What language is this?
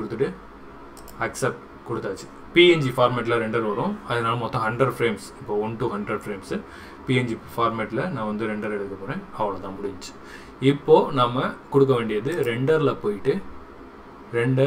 Tamil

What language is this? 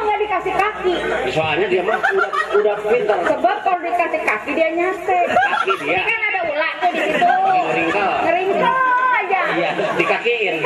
Betawi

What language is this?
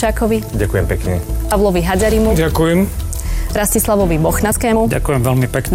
Slovak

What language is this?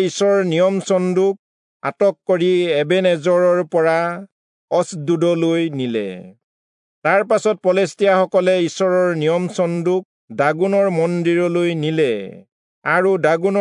Assamese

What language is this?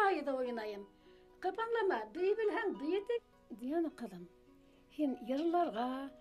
Bashkir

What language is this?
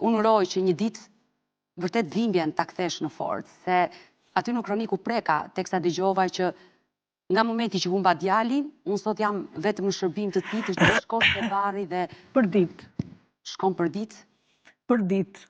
Albanian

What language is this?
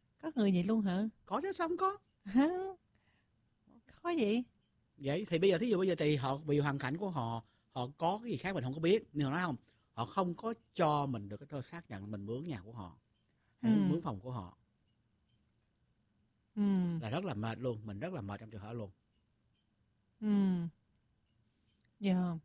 Vietnamese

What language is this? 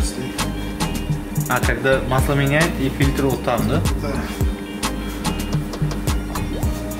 Russian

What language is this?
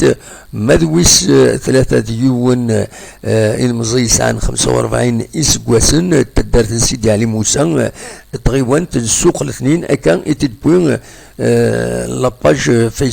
Kabyle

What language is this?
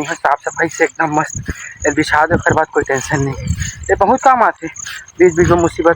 Chhattisgarhi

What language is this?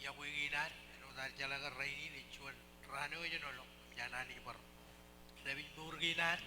Marshallese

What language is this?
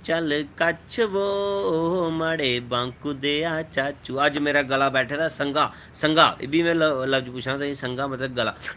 Dogri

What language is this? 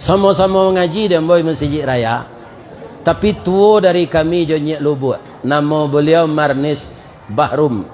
Minangkabau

